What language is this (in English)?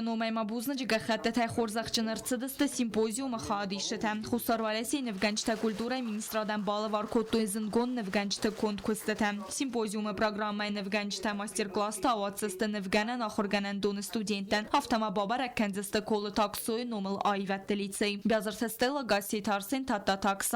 Ossetic